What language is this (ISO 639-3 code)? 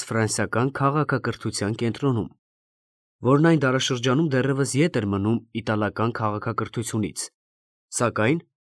hye